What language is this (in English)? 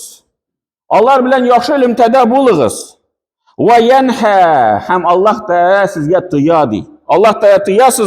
Tatar